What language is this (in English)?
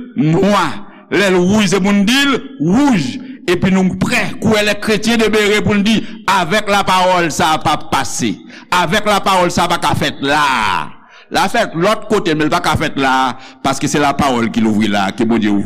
Haitian Creole